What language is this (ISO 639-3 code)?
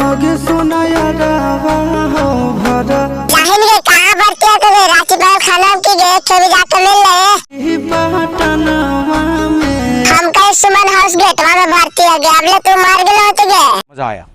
mag